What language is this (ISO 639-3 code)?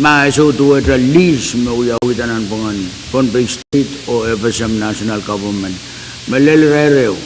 pon